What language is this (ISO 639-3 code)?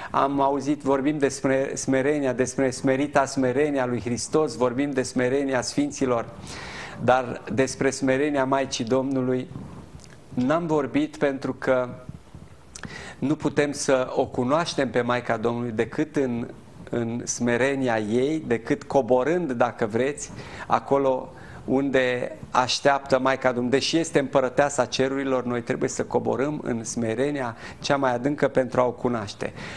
ron